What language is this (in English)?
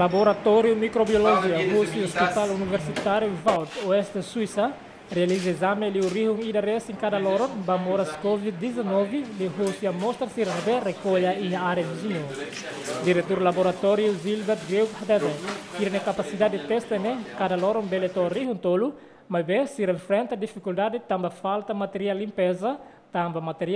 Tetum